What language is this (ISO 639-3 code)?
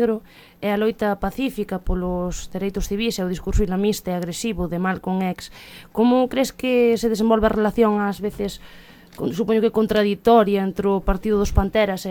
glg